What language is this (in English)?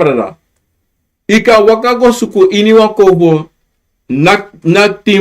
Sranan Tongo